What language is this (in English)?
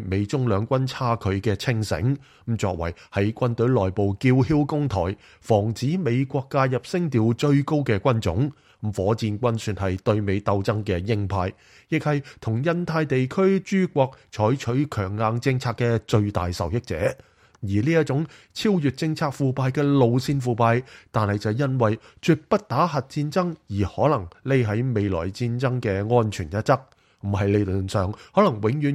Cantonese